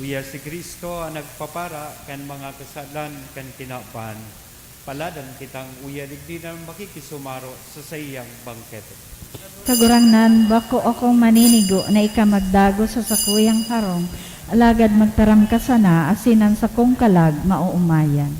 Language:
Bikol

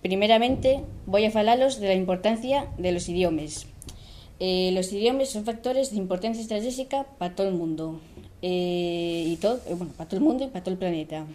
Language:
Asturian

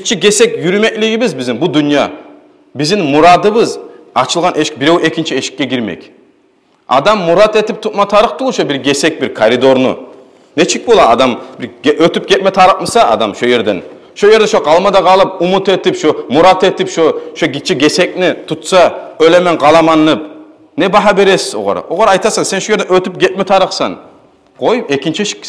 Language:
Kumyk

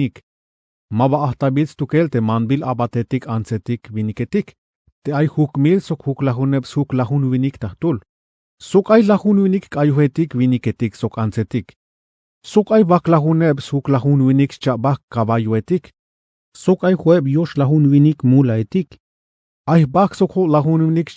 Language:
Tzeltal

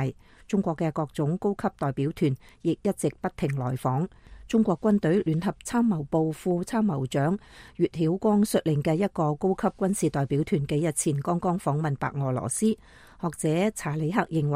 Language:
Cantonese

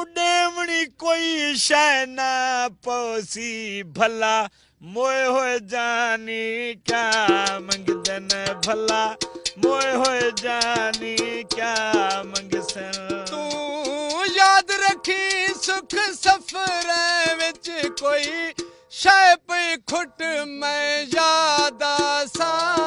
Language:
Saraiki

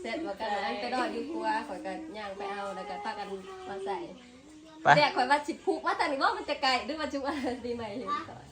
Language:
Northeastern Thai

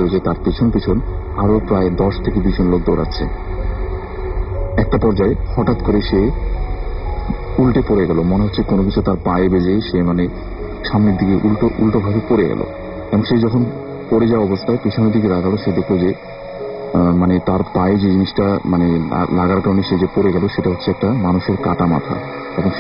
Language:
Bangla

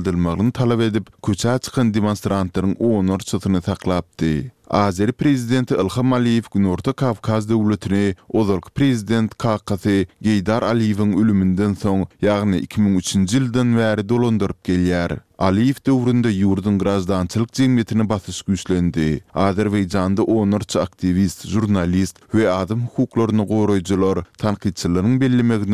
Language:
Turkmen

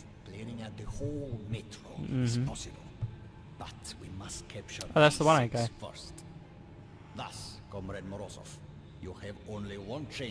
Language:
English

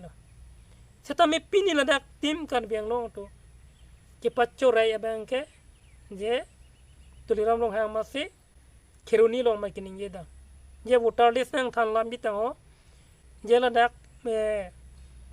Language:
Karbi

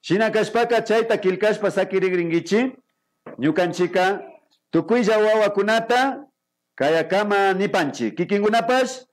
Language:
Imbabura Highland Quichua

